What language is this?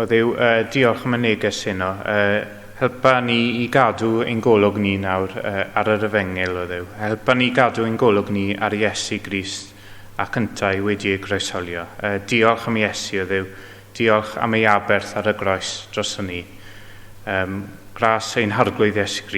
Welsh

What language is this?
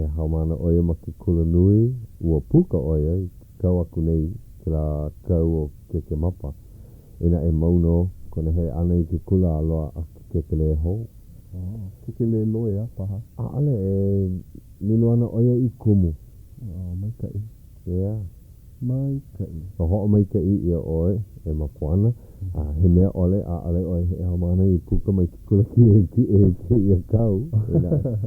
Hawaiian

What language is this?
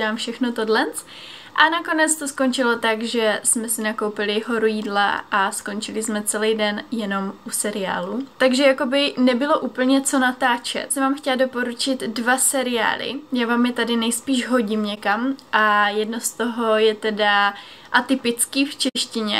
Czech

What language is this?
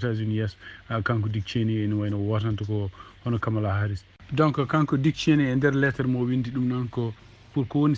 Fula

